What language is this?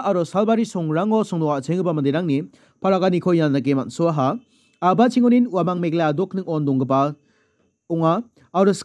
Garo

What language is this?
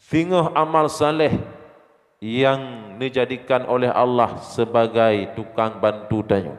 Achinese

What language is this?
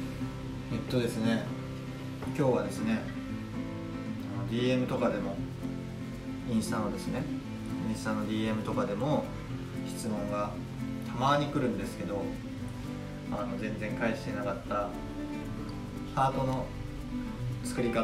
Japanese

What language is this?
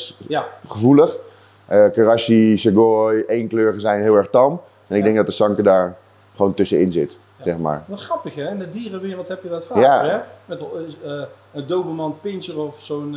Dutch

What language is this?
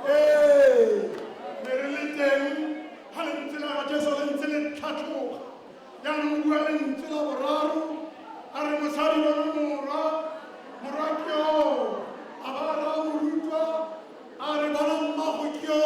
Tswana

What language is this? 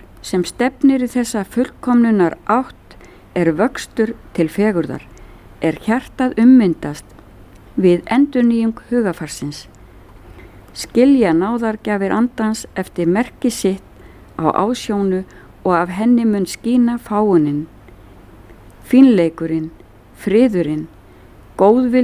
Icelandic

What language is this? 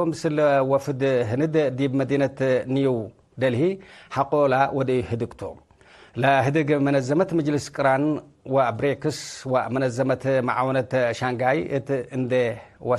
Tigre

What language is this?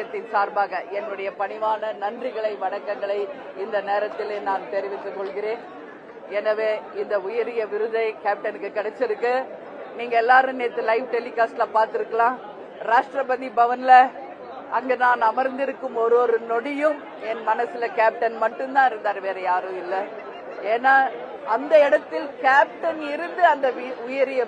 Tamil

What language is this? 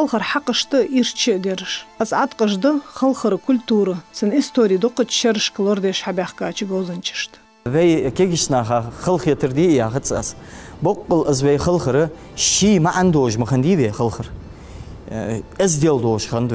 Ingush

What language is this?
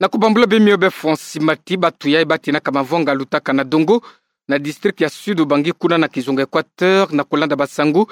Kituba (Democratic Republic of Congo)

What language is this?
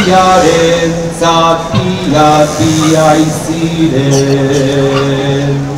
Basque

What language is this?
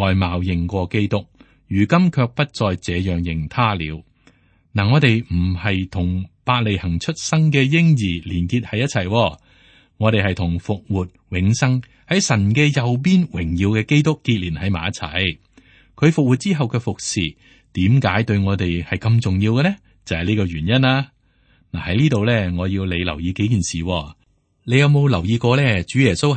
Cantonese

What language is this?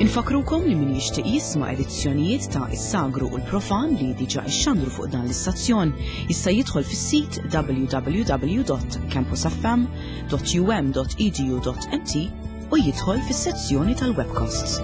Maltese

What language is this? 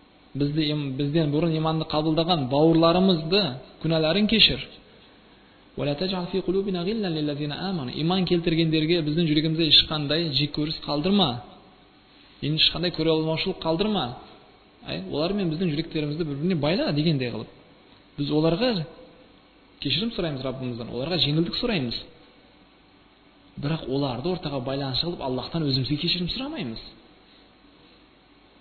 Kazakh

